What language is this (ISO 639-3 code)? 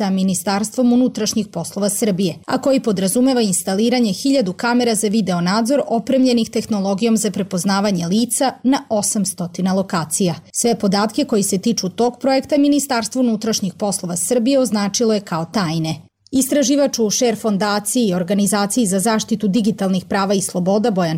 srp